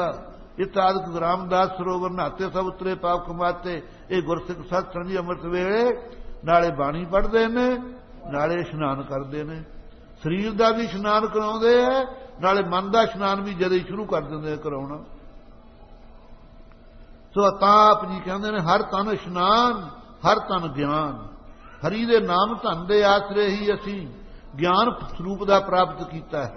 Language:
Punjabi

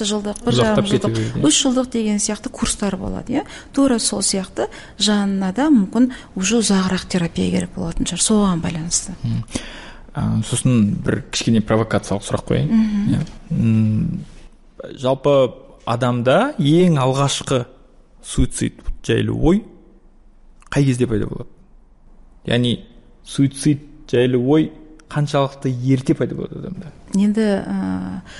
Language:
Kazakh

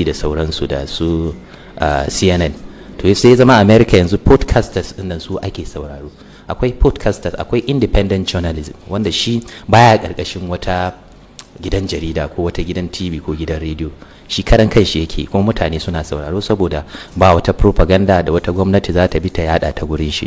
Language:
Hausa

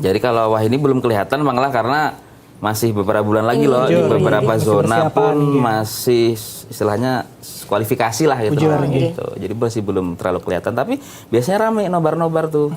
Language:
Banjar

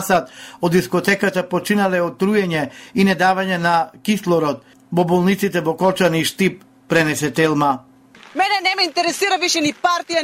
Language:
Macedonian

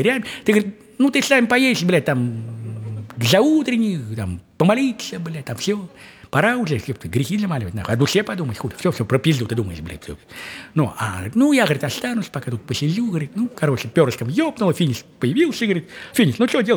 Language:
Russian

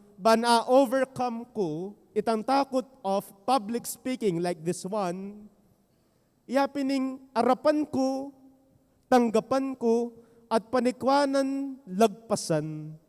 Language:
Pampanga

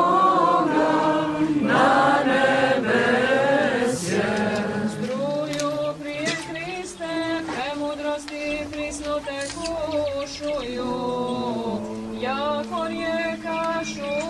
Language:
Serbian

